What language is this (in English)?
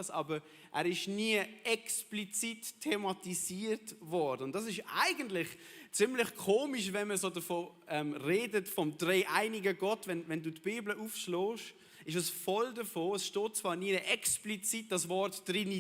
Swiss German